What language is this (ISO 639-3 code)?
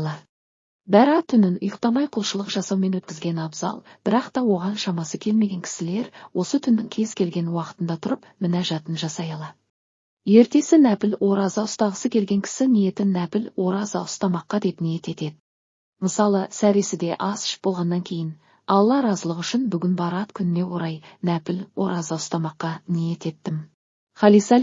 kaz